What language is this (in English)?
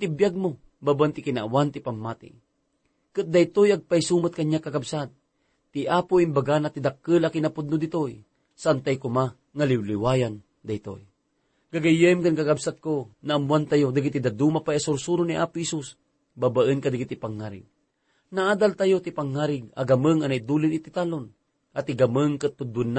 Iloko